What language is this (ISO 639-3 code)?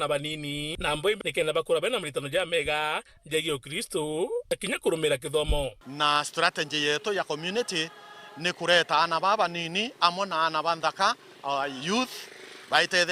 mer